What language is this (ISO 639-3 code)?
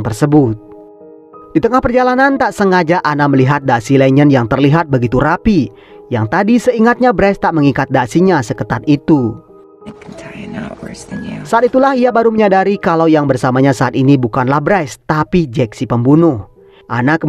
ind